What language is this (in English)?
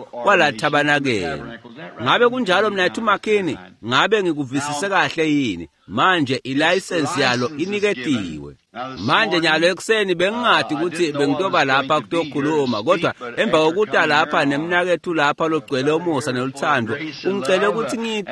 Swati